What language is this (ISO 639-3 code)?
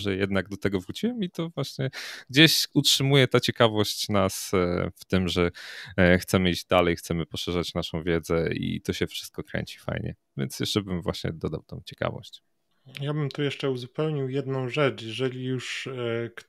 pol